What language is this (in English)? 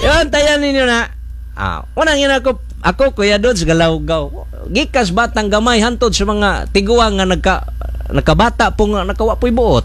Cebuano